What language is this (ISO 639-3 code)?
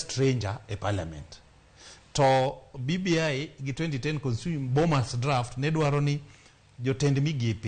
luo